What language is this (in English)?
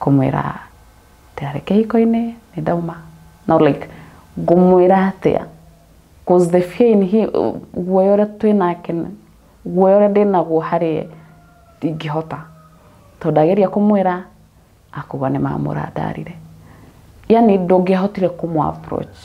Kikuyu